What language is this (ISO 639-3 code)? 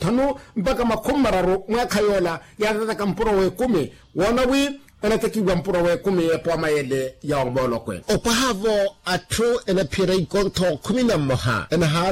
vmw